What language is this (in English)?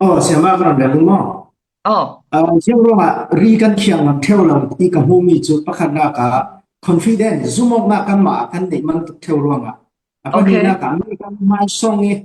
Falam Chin